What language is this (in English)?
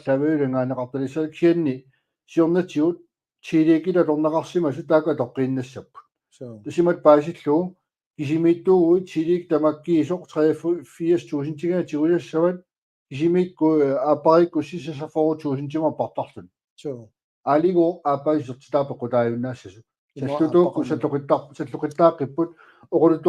Kalaallisut